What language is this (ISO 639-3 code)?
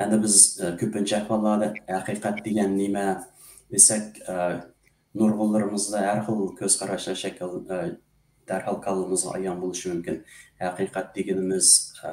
uig